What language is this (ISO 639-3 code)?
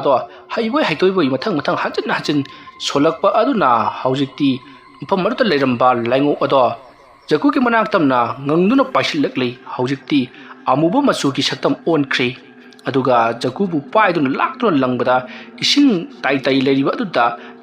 mni